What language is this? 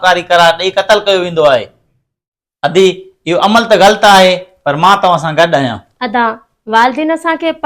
Sindhi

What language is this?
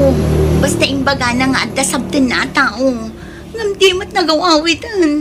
Iloko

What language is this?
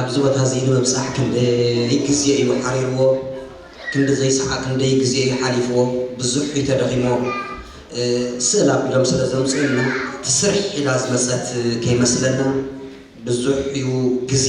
Tigrinya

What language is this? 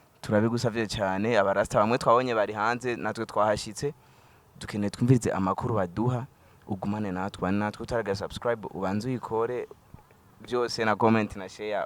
Rundi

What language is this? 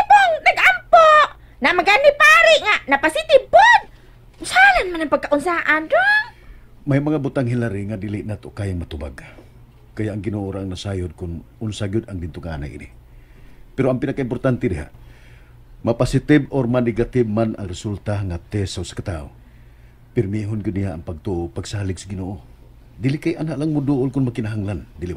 Cebuano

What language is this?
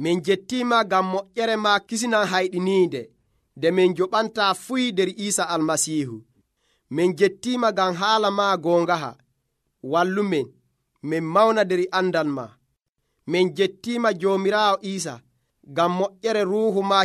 Nigerian Fulfulde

